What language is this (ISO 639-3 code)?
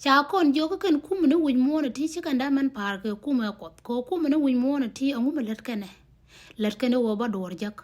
nus